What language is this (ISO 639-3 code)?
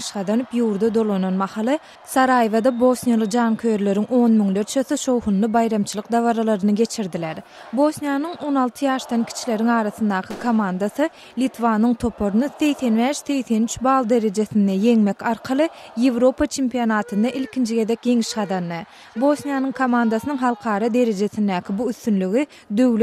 tuk